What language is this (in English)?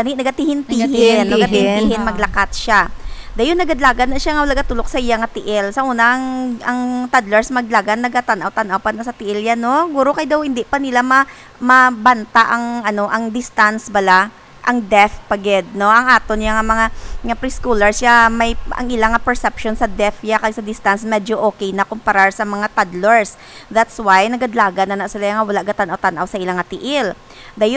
Hiligaynon